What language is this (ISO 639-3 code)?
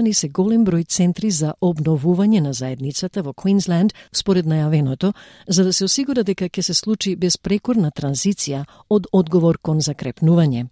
mkd